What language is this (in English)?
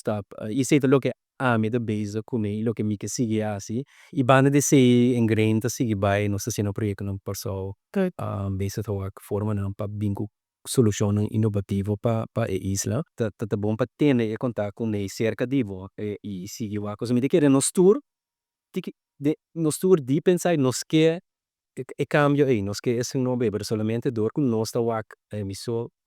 Papiamento